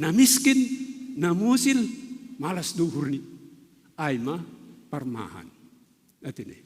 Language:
Batak Simalungun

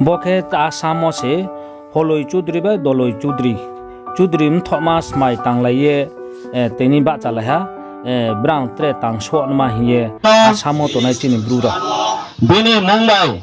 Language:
Riang (India)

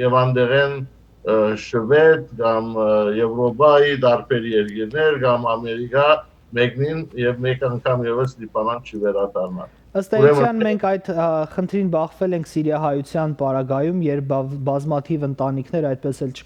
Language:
Western Armenian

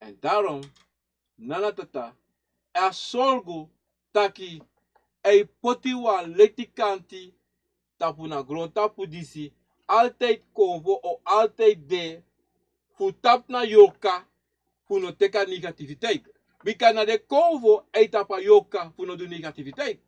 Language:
Sranan Tongo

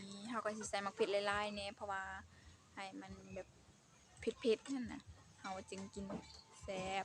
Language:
Lao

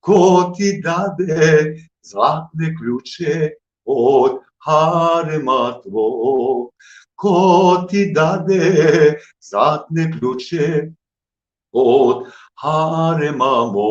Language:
Balkan Romani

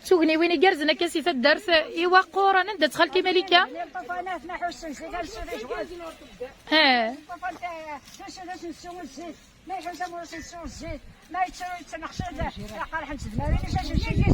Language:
Kabyle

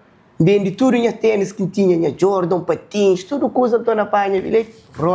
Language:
Kabuverdianu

